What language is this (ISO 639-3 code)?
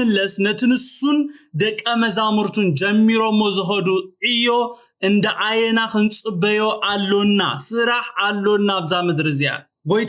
tir